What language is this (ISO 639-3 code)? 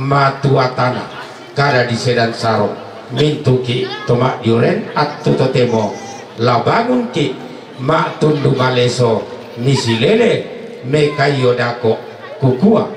sda